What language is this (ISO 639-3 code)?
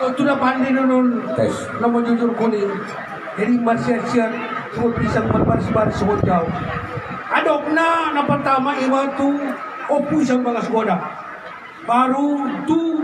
akb